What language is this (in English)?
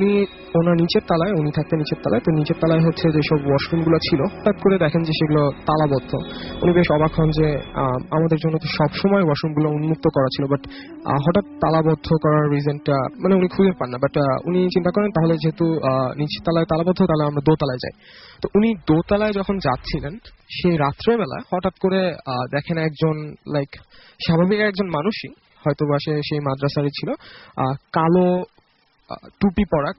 Bangla